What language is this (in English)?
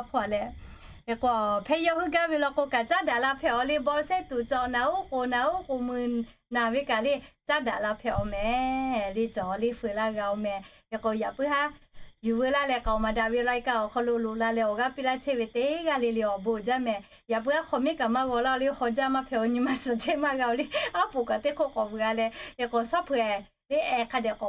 Lahu